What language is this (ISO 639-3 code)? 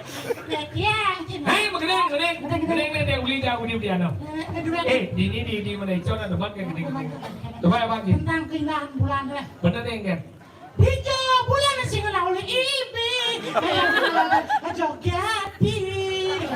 ban